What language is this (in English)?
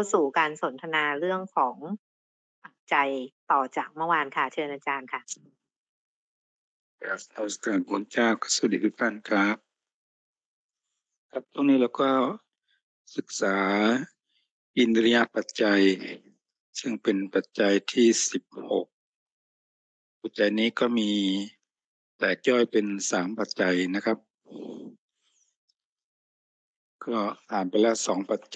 Thai